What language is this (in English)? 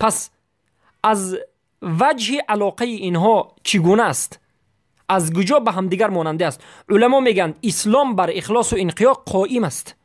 Persian